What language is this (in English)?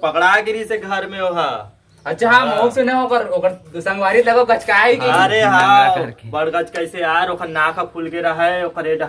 Chhattisgarhi